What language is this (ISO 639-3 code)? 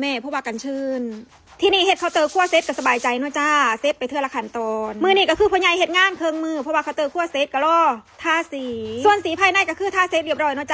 tts